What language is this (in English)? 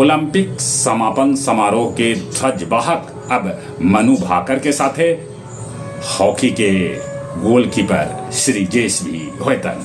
Magahi